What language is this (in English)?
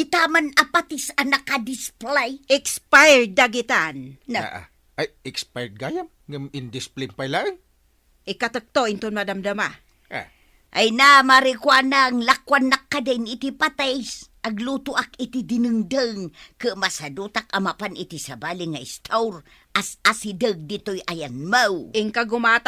Iloko